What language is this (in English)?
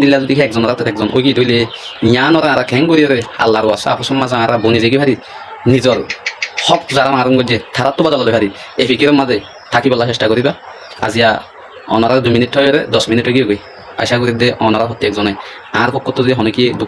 Rohingya